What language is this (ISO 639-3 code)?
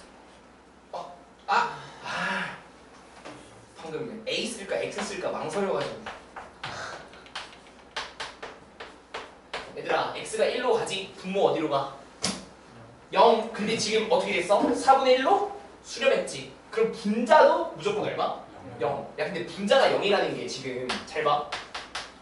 kor